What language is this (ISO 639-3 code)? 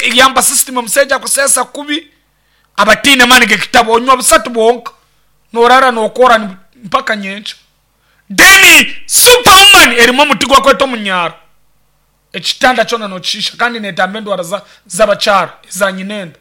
nyn